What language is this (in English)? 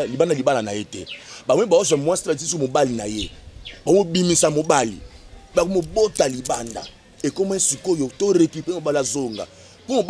Lingala